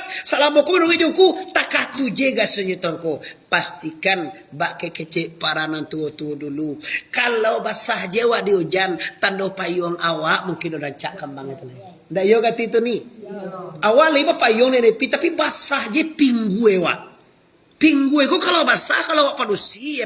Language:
Minangkabau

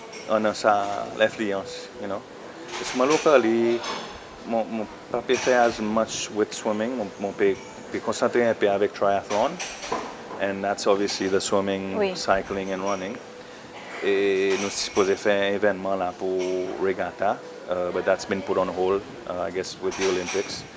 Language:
Seselwa Creole French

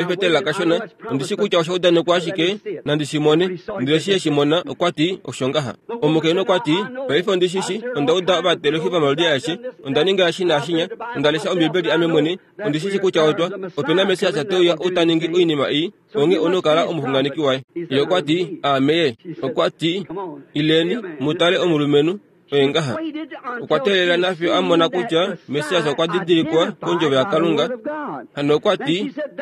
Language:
Kuanyama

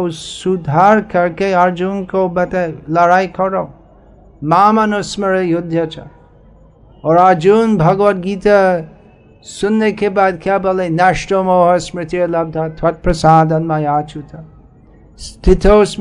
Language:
Hindi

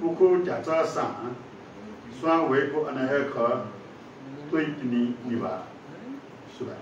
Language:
Newari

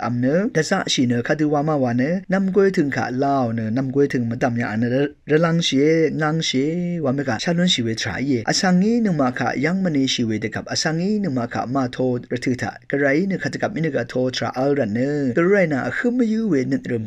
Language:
Rawang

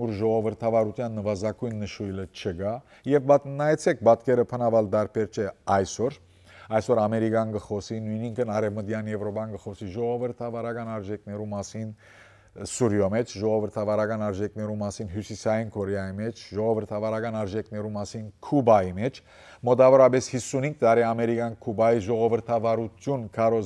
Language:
Western Armenian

